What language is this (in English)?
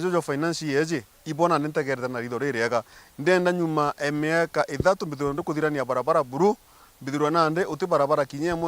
Meru